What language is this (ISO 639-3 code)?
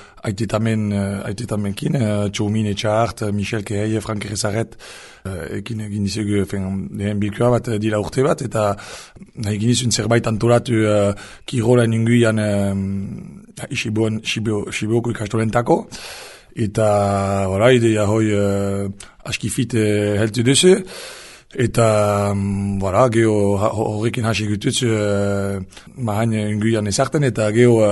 eus